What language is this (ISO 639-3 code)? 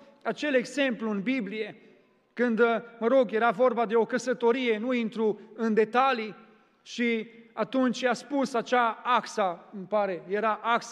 ron